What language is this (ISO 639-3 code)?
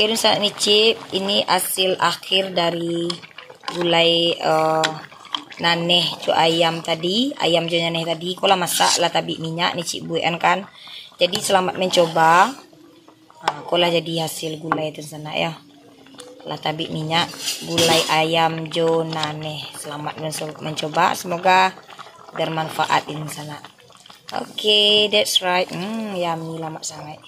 min